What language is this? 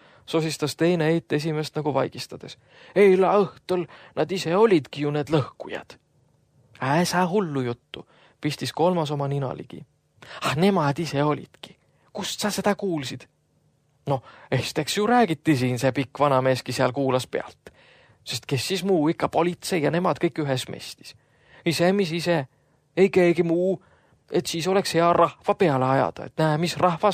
Estonian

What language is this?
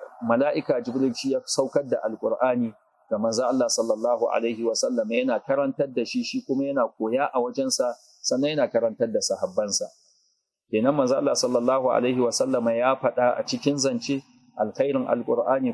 Hausa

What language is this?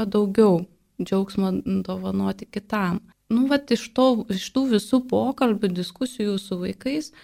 Lithuanian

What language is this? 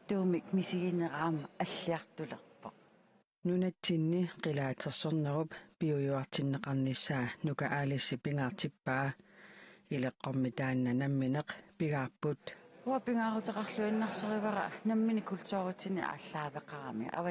Kalaallisut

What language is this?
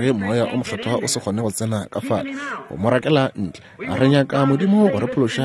Northern Sotho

